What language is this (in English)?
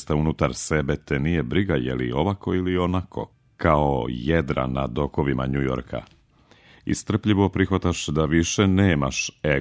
Serbian